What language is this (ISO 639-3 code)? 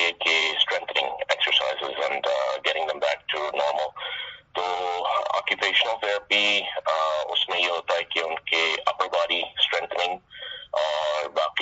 urd